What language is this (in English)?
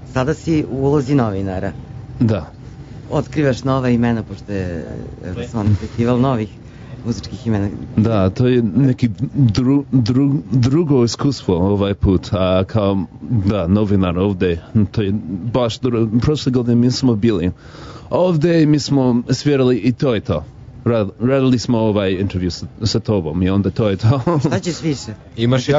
Serbian